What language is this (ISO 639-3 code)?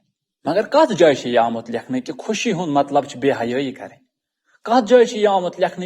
kas